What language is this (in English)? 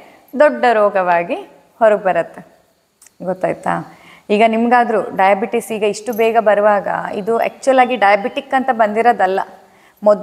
Kannada